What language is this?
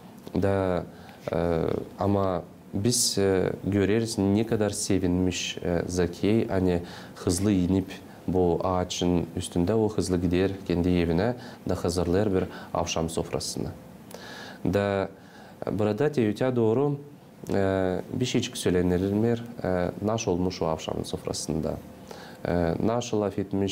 Gagauz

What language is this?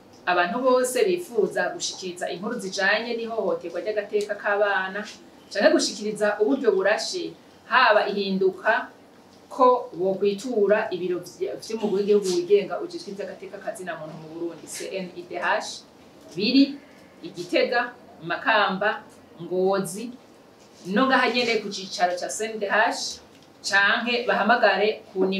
Rundi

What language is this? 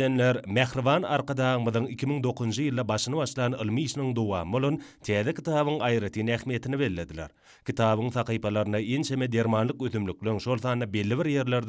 Turkmen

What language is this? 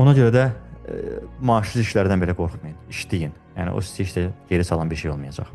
Azerbaijani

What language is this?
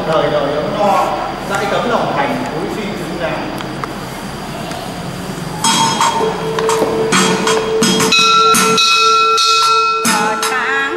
Vietnamese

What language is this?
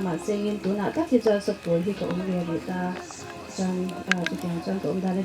Mizo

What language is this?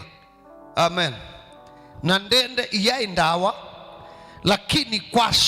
Kamba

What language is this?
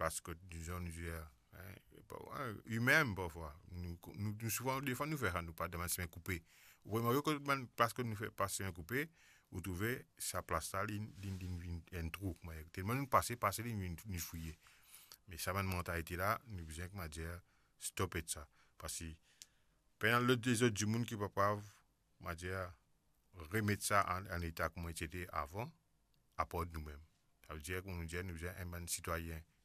Morisyen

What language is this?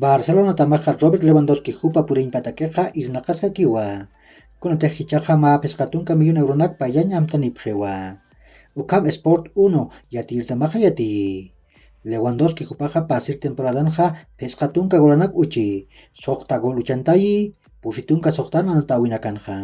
Aymara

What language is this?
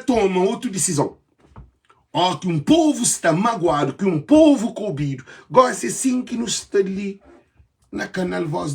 Kabuverdianu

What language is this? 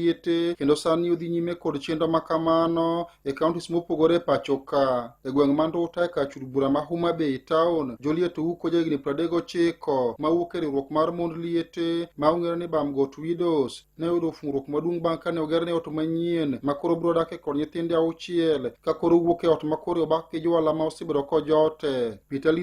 Luo (Kenya and Tanzania)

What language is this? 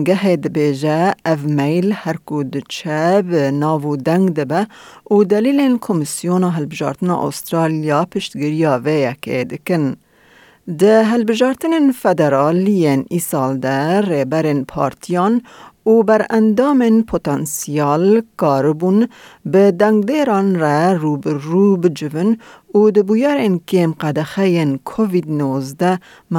Kurdish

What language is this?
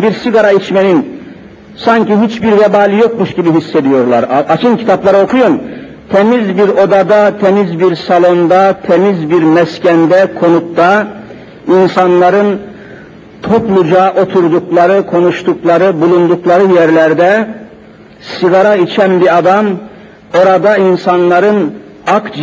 Turkish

